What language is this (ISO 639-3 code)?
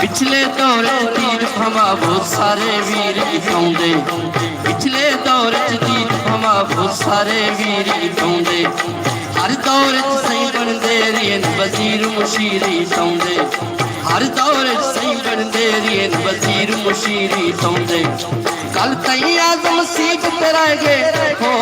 skr